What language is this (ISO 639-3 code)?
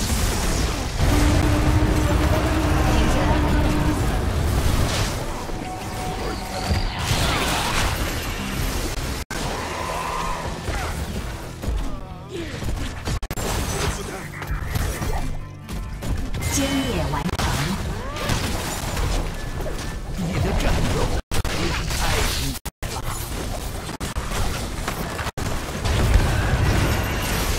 zho